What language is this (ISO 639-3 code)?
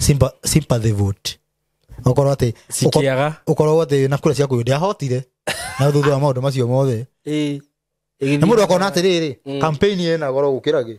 kik